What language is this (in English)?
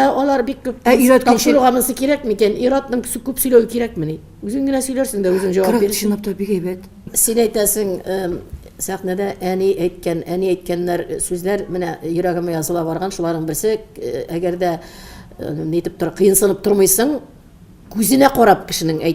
Tatar